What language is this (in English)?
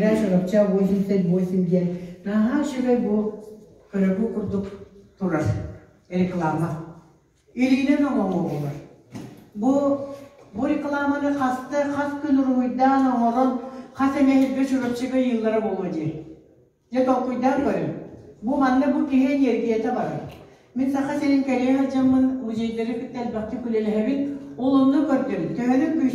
Yakut